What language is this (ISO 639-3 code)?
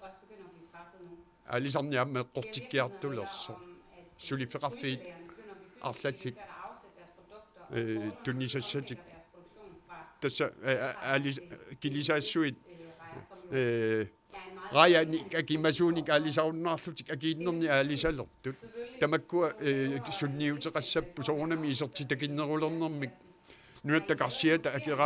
kal